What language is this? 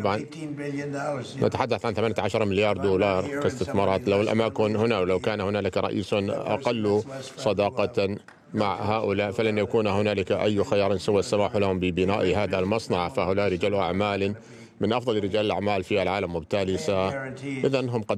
Arabic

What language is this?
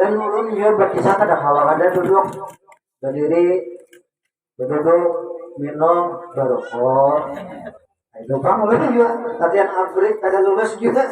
Banjar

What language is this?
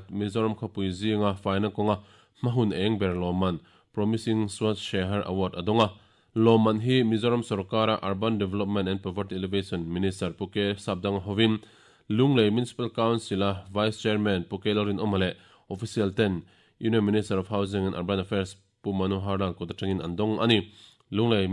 Mizo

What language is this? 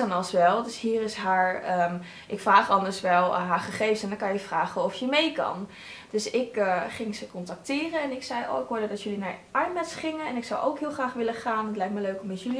Dutch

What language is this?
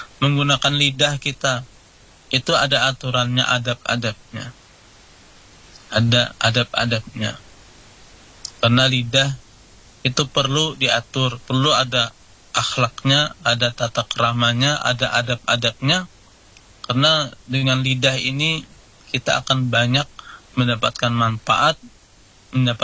Indonesian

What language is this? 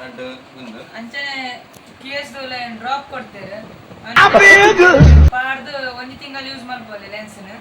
Tulu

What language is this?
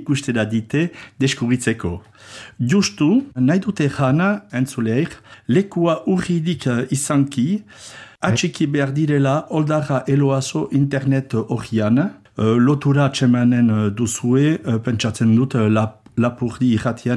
Basque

